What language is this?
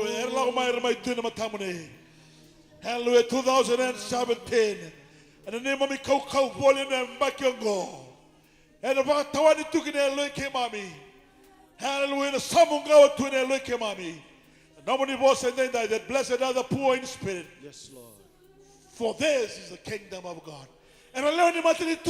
Fijian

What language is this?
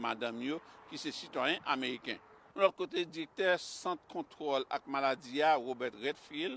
Haitian Creole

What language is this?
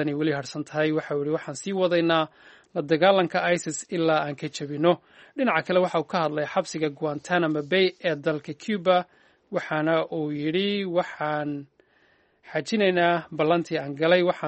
Somali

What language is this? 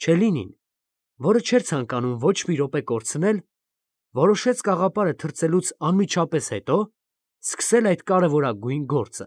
Armenian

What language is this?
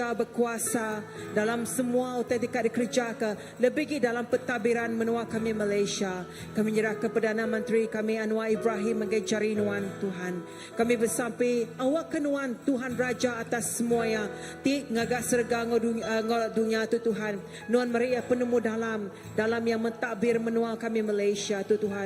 Iban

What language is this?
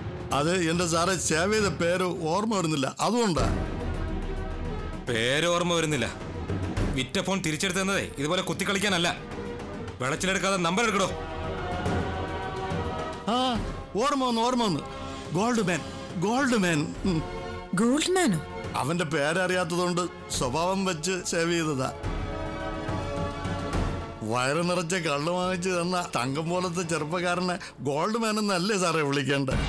Malayalam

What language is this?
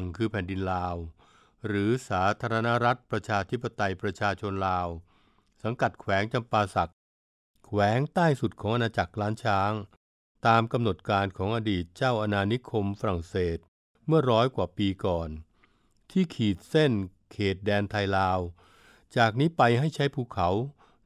Thai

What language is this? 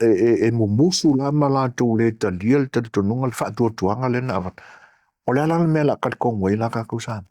Samoan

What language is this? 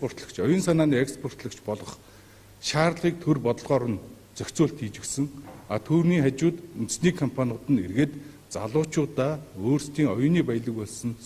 Mongolian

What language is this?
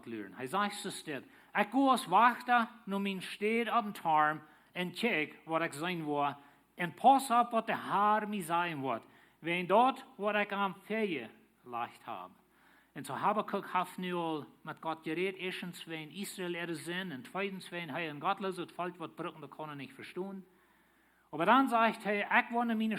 Plautdietsch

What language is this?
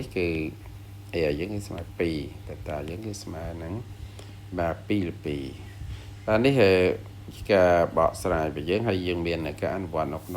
Khmer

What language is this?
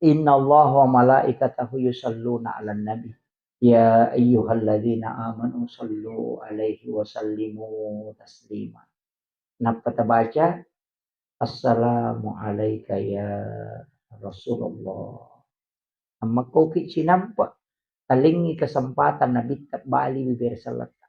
Buginese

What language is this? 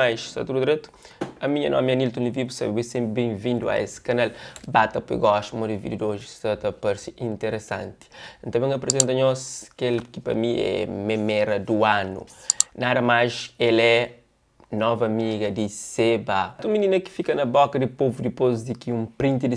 Kabuverdianu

